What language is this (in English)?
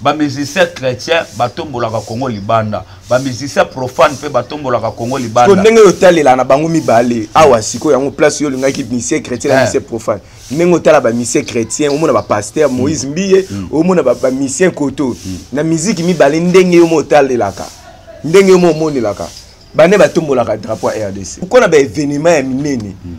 Lingala